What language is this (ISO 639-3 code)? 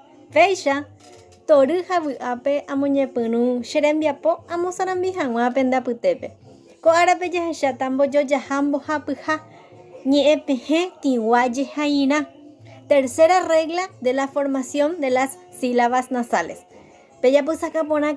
grn